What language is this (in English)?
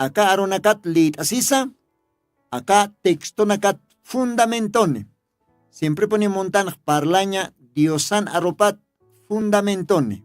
Aymara